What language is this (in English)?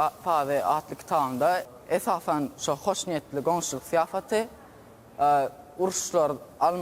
Turkmen